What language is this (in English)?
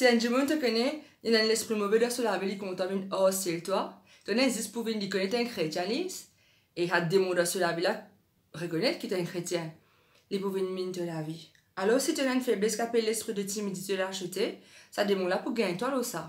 Morisyen